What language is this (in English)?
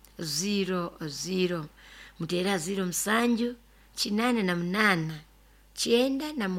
Nyoro